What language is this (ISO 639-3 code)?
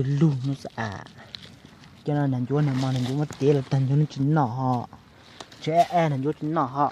hmn